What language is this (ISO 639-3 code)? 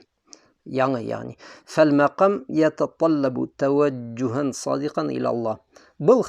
bak